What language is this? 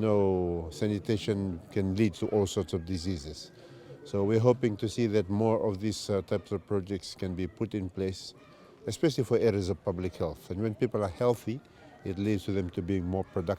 Fijian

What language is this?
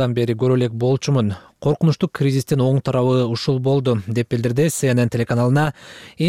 Kyrgyz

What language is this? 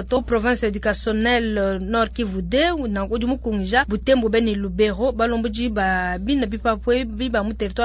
Luba-Lulua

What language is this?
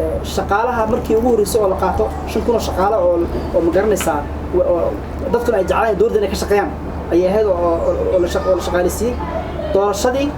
Somali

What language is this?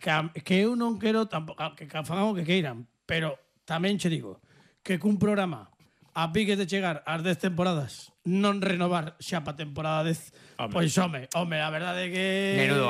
Galician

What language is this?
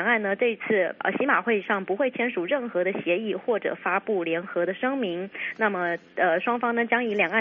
Chinese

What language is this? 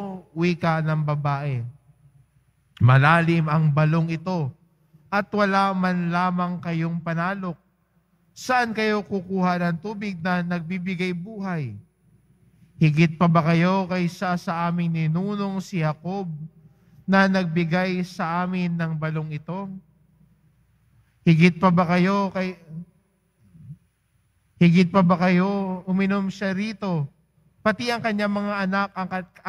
Filipino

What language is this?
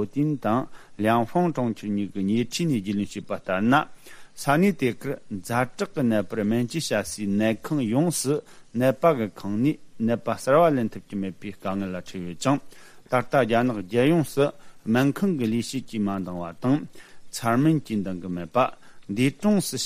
Tibetan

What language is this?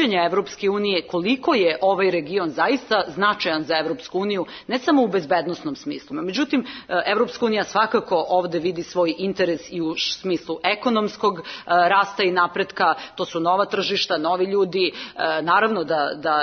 Serbian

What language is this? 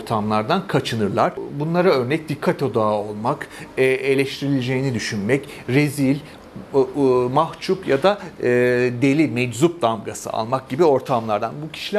Turkish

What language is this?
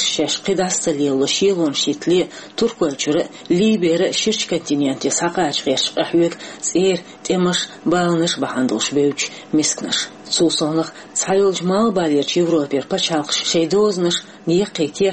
Chechen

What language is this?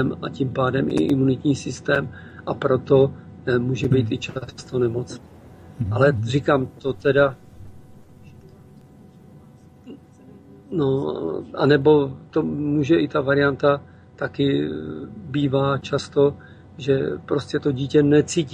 Czech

